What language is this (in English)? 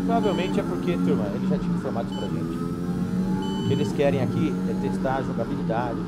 Portuguese